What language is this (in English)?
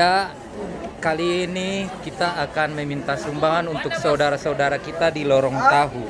Ambonese Malay